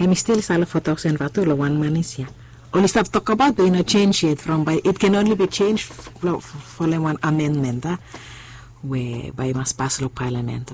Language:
Bislama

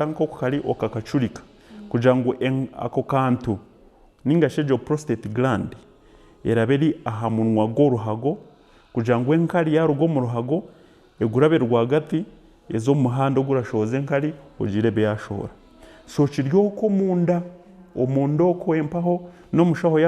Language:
Nyankole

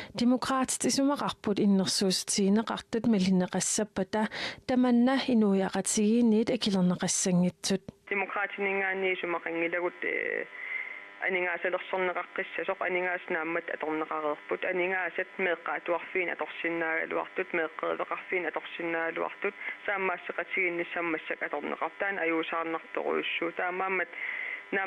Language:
Kalaallisut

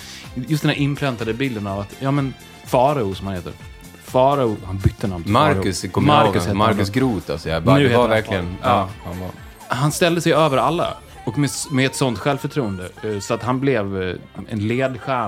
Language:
Swedish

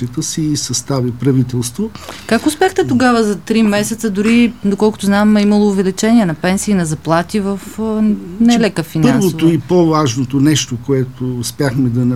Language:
Bulgarian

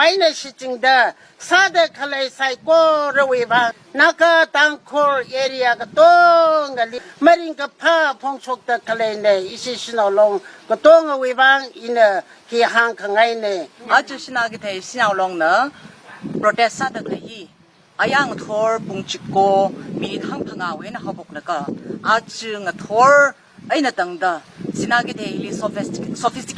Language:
Tangkhul Naga (India)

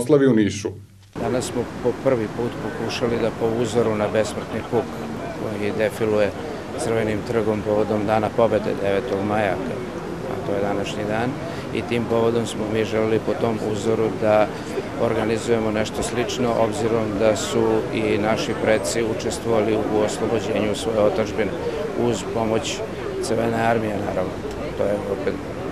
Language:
Serbian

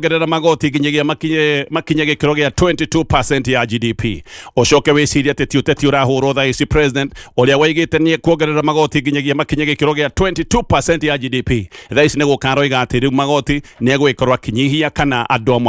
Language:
Kikuyu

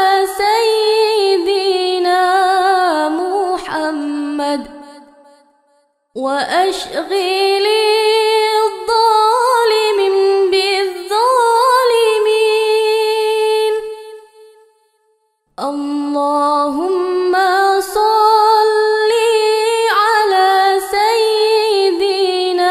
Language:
Arabic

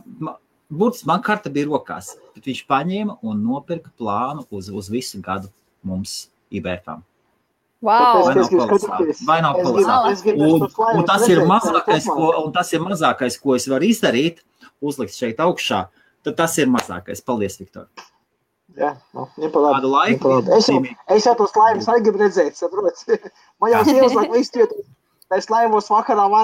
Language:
Latvian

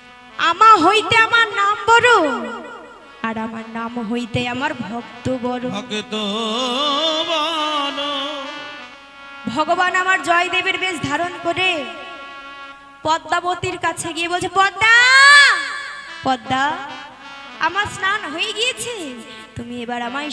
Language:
Bangla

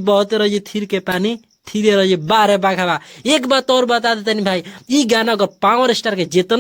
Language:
Bhojpuri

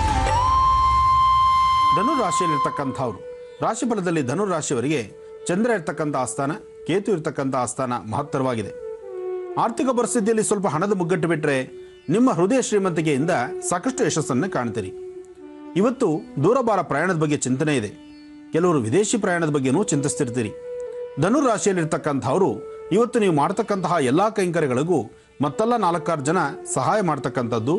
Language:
Kannada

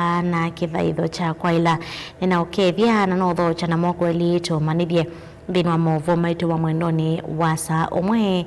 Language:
Kamba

